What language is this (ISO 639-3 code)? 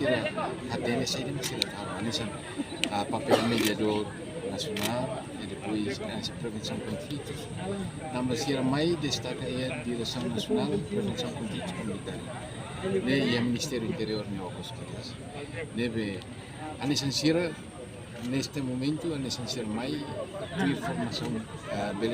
tet